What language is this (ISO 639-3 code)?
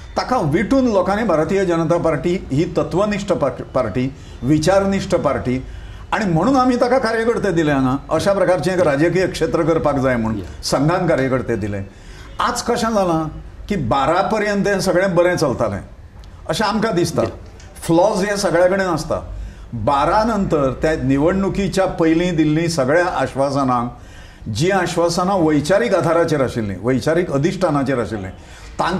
kok